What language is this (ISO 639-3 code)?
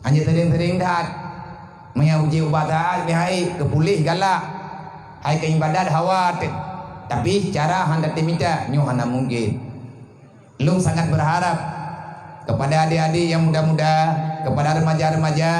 ace